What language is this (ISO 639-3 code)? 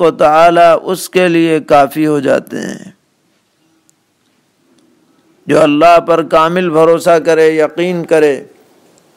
urd